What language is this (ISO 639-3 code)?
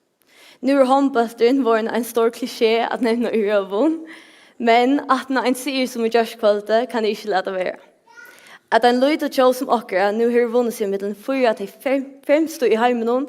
fao